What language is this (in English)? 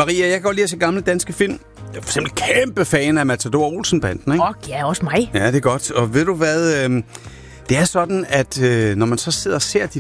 Danish